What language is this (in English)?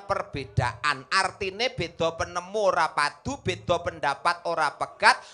Javanese